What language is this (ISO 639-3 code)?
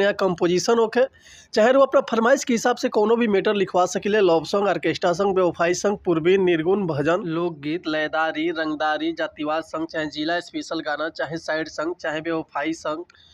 bho